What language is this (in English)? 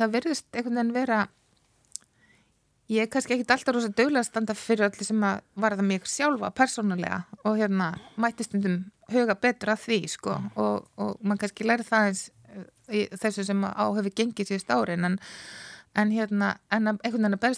Icelandic